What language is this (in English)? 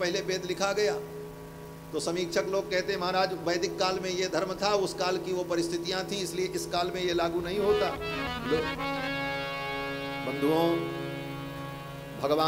Hindi